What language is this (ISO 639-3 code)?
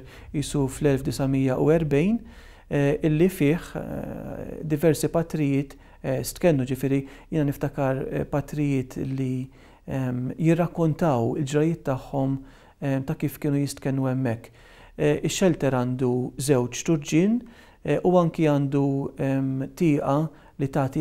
mlt